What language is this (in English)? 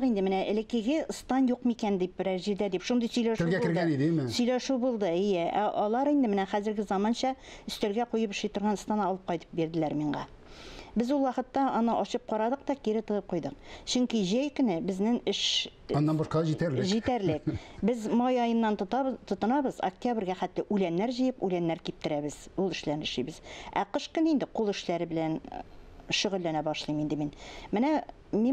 Tatar